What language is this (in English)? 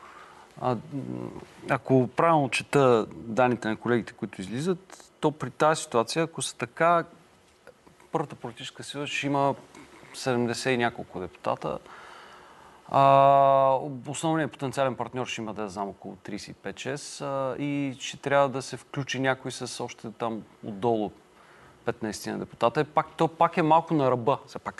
Bulgarian